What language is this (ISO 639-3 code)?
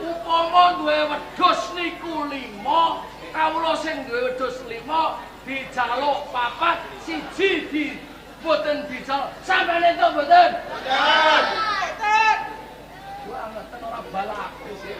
jav